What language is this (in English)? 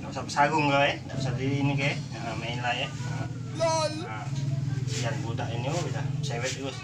Musi